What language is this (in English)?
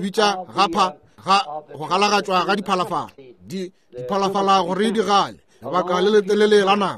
Northern Sotho